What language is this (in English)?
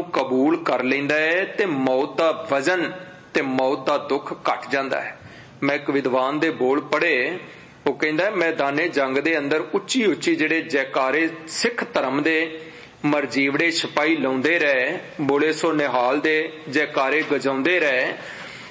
Punjabi